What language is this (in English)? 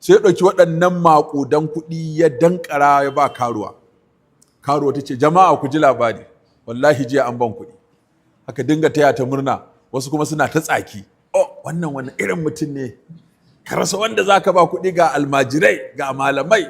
Hausa